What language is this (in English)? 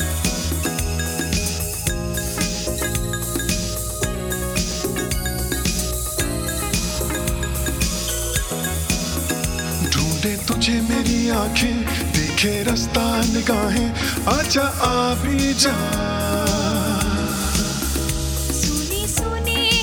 Hindi